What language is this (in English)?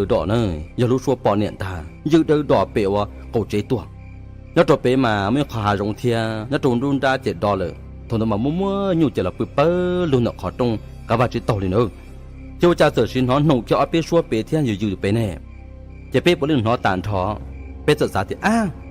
Hmong